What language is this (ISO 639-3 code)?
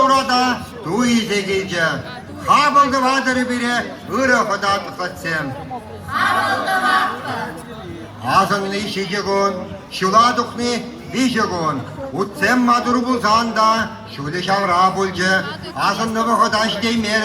chv